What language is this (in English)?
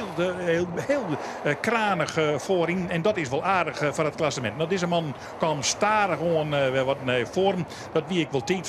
Western Frisian